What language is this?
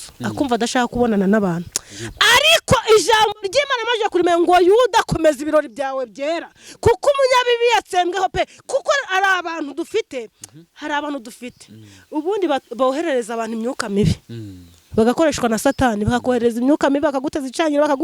Kinyarwanda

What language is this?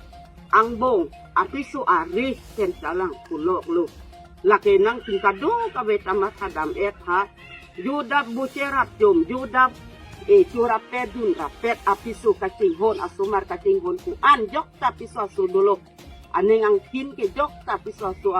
Karbi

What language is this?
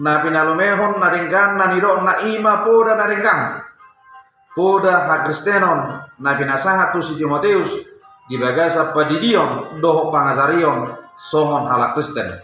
Batak Toba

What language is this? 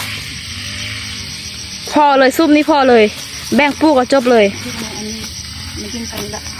Lao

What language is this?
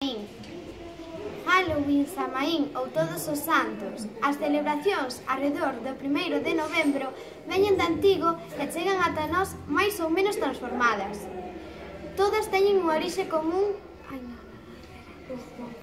Galician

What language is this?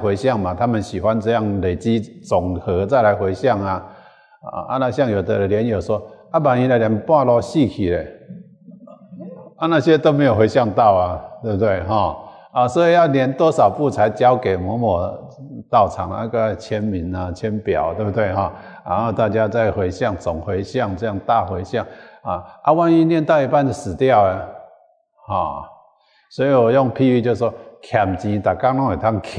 Chinese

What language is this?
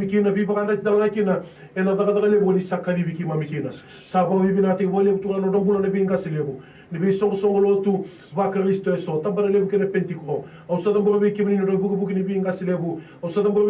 Fijian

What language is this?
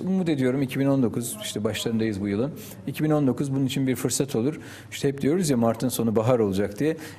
Turkish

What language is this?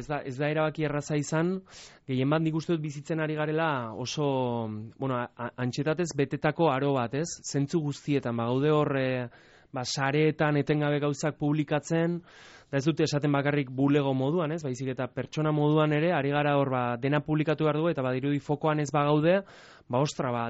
Basque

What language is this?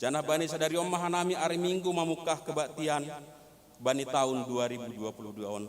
Batak Simalungun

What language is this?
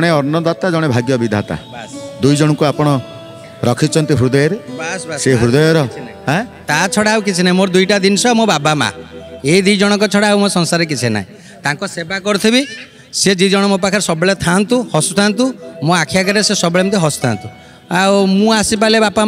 Odia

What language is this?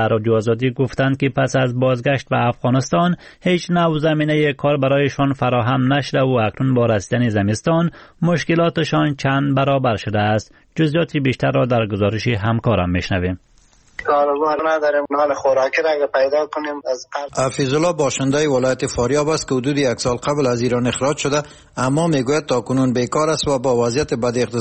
Persian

